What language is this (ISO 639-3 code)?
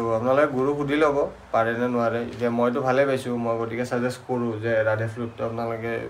asm